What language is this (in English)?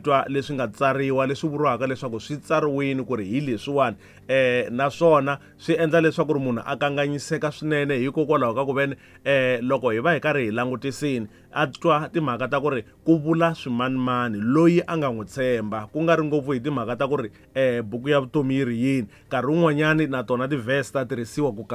Tsonga